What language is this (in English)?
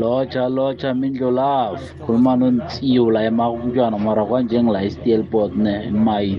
South Ndebele